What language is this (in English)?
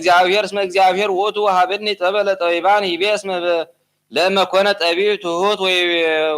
Geez